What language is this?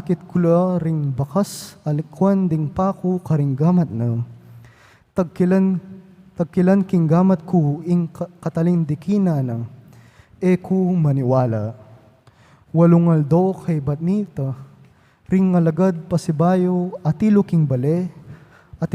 Pampanga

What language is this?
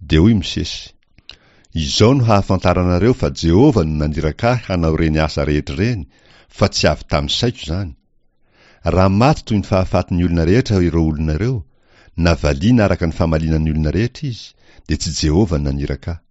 Malagasy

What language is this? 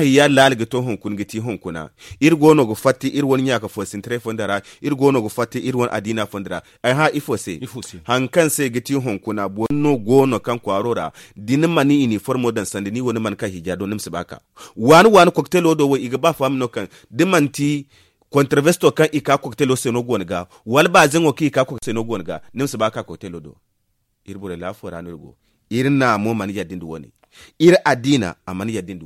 Zarma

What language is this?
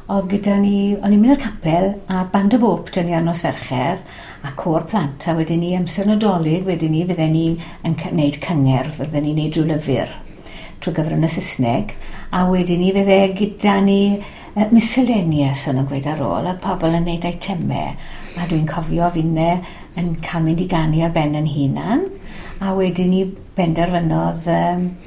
Welsh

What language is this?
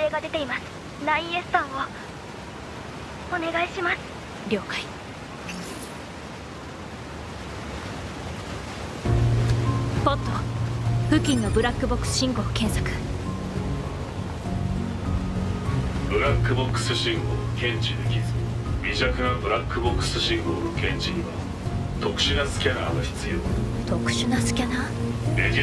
Japanese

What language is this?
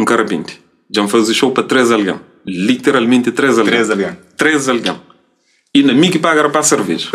Kabuverdianu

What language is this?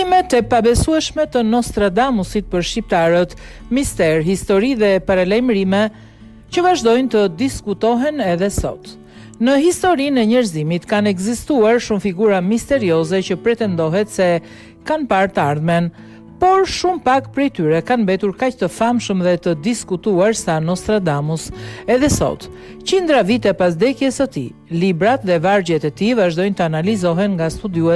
Albanian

